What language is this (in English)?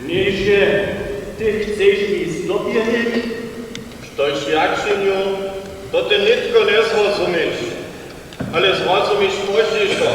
Upper Sorbian